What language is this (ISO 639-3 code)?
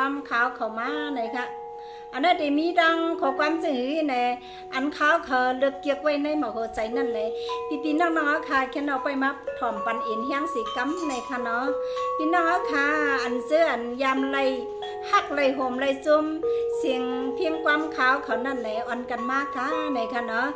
shn